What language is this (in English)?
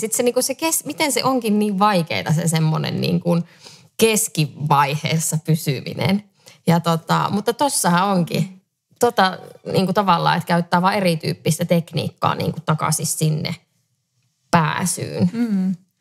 Finnish